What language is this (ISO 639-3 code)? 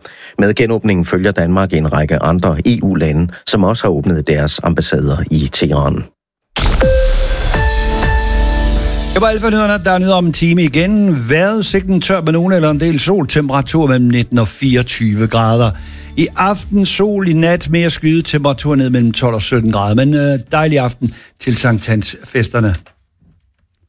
dan